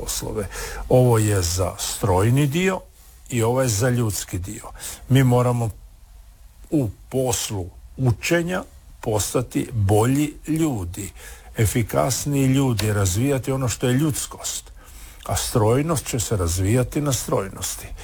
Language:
Croatian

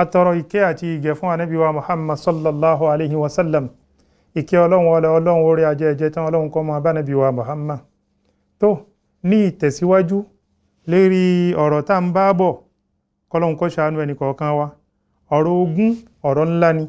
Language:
Yoruba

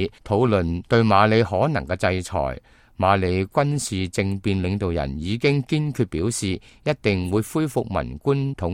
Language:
Cantonese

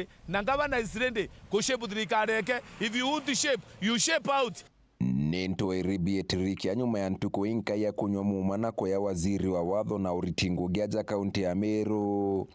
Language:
Meru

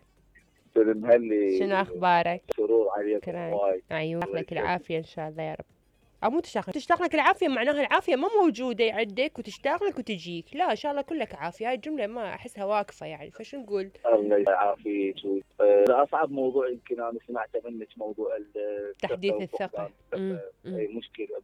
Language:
Mesopotamian Arabic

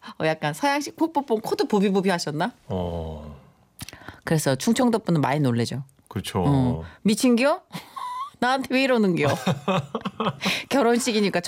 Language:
Korean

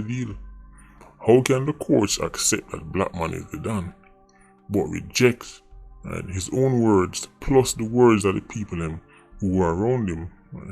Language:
Jamaican Creole English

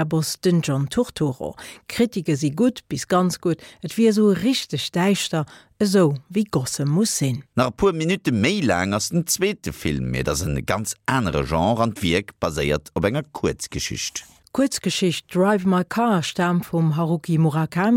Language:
Luxembourgish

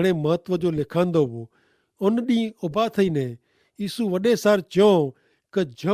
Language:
Kachhi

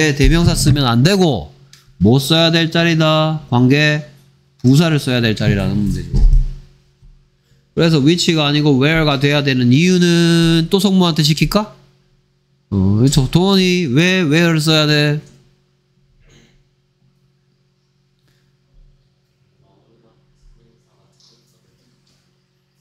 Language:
Korean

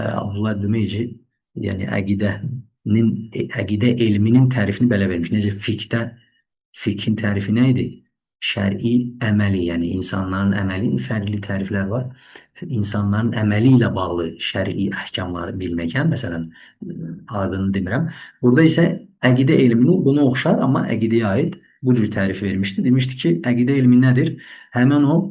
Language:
Azerbaijani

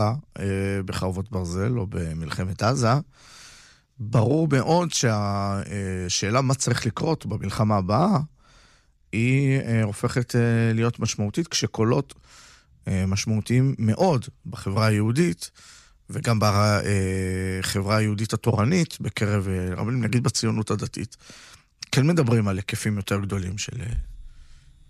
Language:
Hebrew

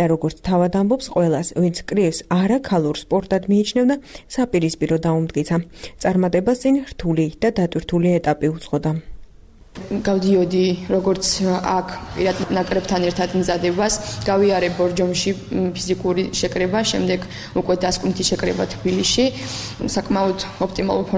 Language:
Georgian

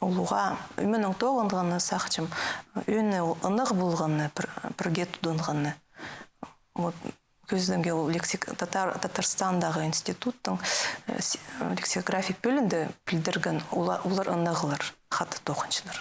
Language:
Khakas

